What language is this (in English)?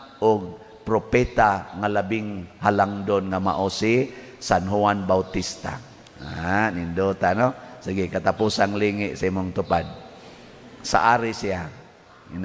Cebuano